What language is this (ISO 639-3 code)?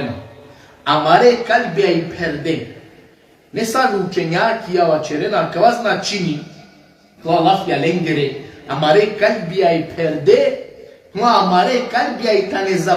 rmn